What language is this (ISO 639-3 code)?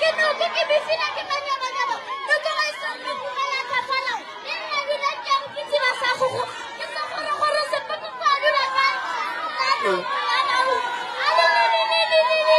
nso